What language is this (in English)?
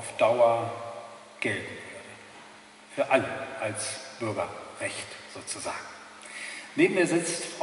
German